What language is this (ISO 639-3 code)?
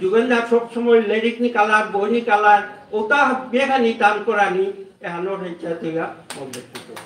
bpy